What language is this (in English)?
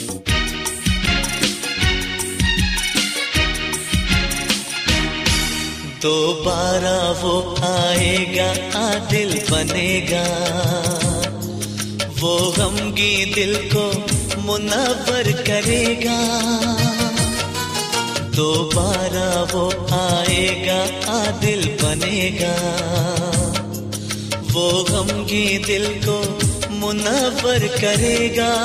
Odia